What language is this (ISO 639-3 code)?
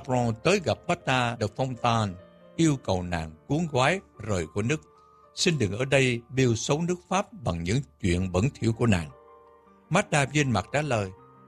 vie